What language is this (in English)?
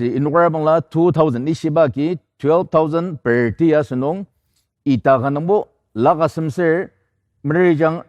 Ao Naga